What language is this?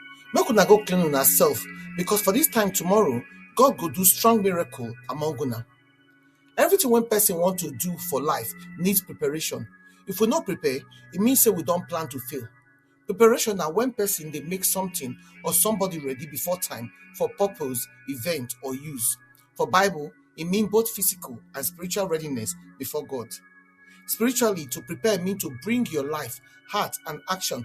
Nigerian Pidgin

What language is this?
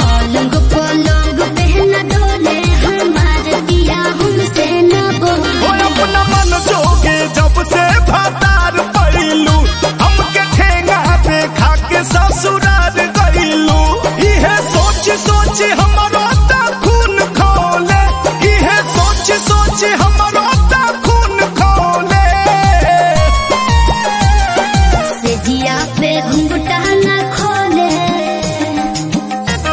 Bhojpuri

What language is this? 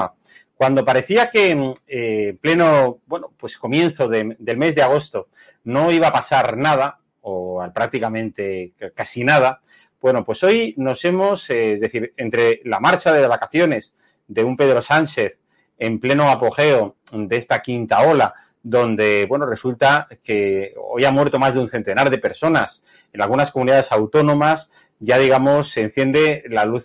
Spanish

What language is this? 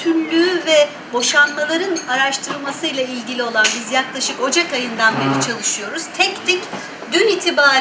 Turkish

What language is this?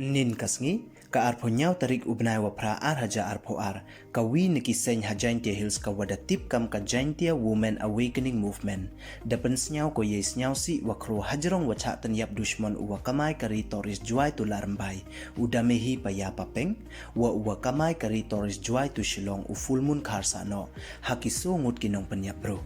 Pnar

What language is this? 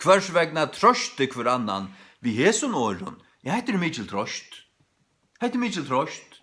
Faroese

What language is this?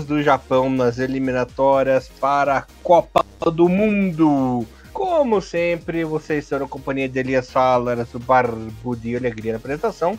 Portuguese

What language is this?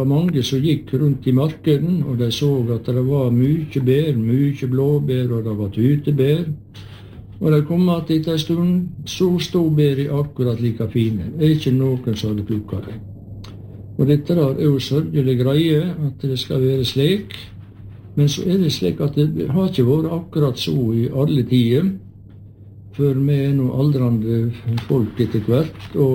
Norwegian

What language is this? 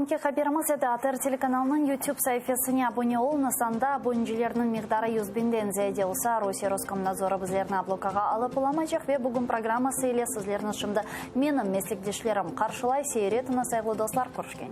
Crimean Tatar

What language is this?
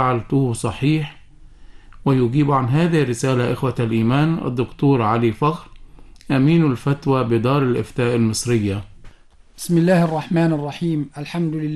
Arabic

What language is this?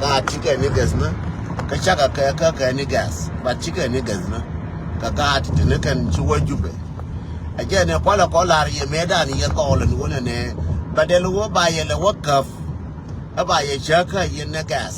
Nuer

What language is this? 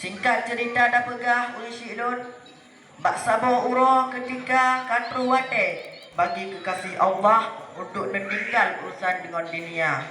Achinese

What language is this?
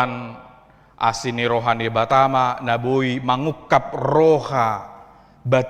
Batak Toba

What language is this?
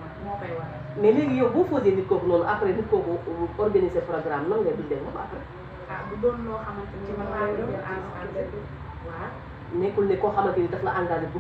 Wolof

